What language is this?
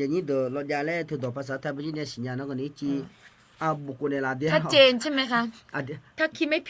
Akha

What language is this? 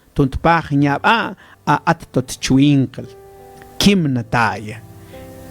Mam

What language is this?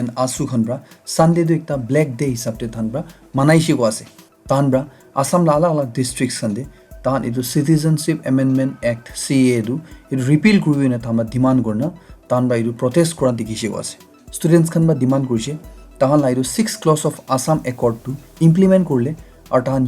Naga Pidgin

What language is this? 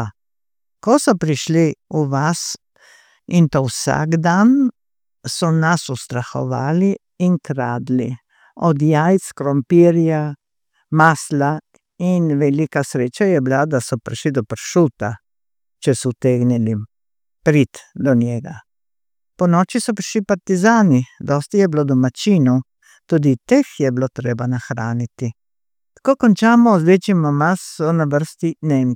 Slovenian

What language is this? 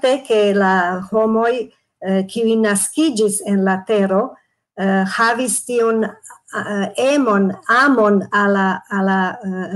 Esperanto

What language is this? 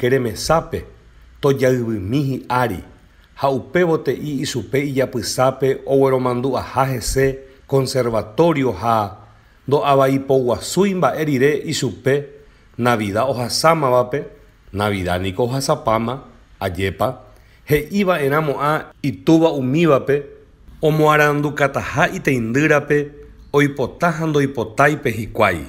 Guarani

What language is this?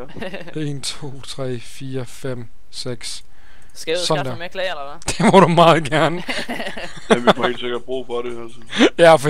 Danish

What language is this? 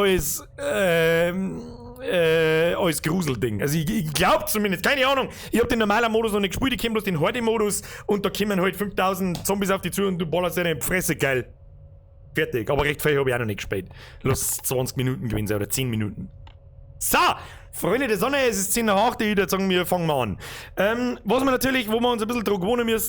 Bavarian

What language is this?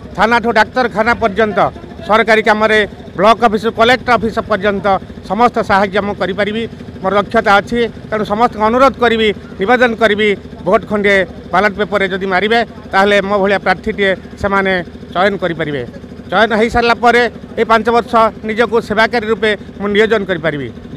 Odia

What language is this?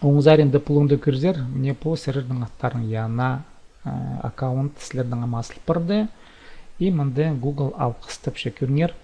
Khakas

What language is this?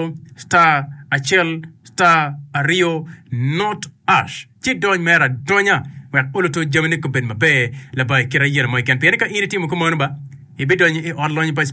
Acoli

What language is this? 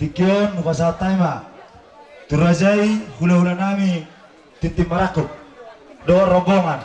Batak Toba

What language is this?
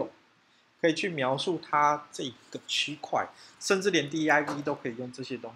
Chinese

